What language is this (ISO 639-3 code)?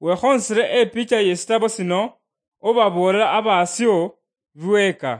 luy